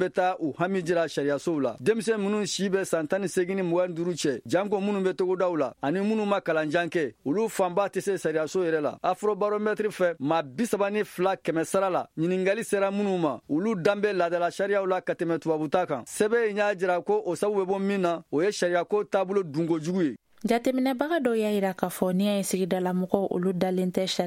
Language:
Bambara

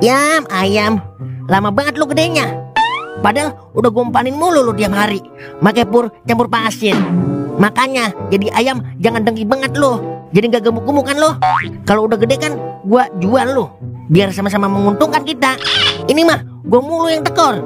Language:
Betawi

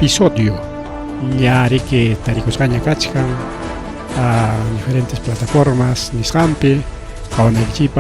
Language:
Ayacucho Quechua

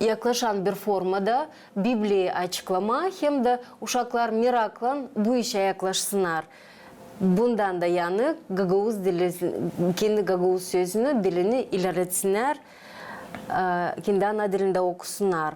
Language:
Gagauz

